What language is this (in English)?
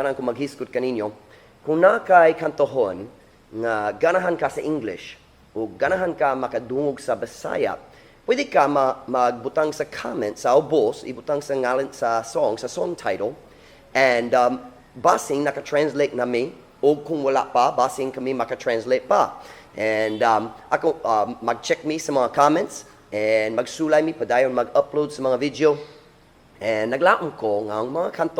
Cebuano